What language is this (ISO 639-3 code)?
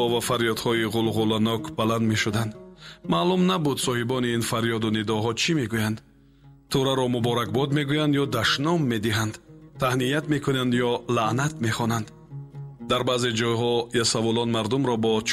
tgk